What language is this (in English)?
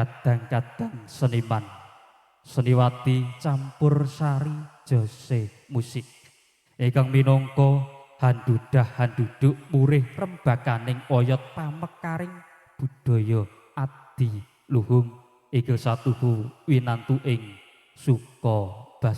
Javanese